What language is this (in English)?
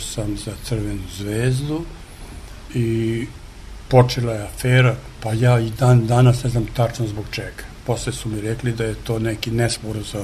Serbian